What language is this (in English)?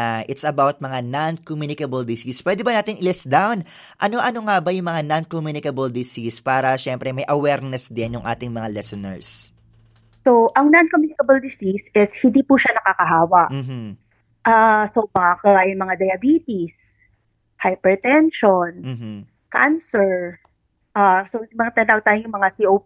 Filipino